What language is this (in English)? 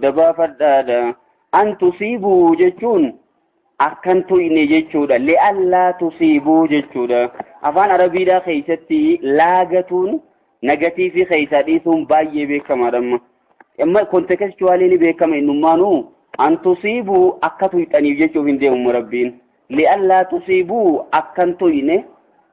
Oromo